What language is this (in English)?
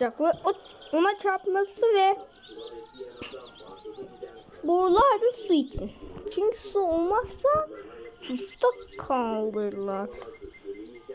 Turkish